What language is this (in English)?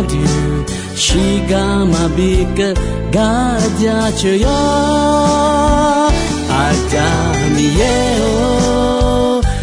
Akha